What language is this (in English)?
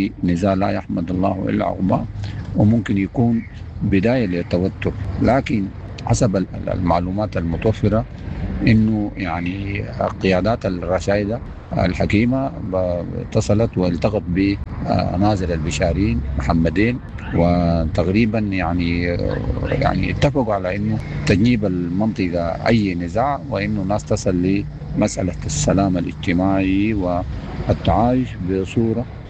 Sudanese Arabic